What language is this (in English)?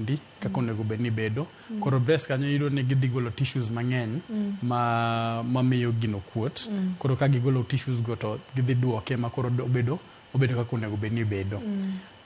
Luo (Kenya and Tanzania)